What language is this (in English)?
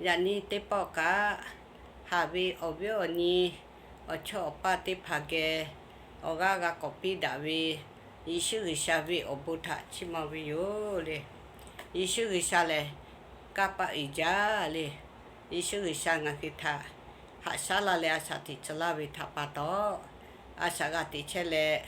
Lahu